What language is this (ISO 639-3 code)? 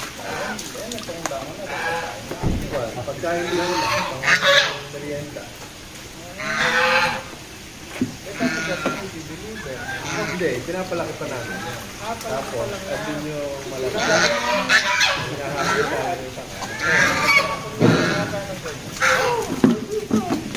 fil